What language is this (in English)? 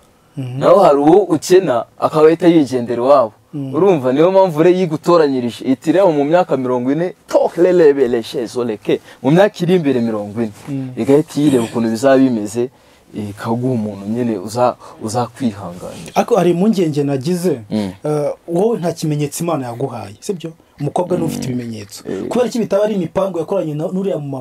Kinyarwanda